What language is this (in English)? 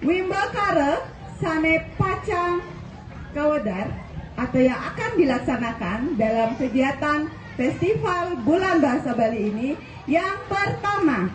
Balinese